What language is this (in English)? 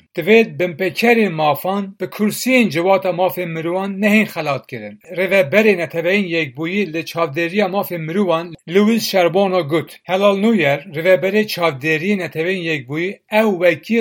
Kurdish